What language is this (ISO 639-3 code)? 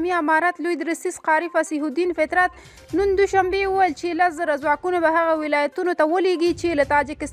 pus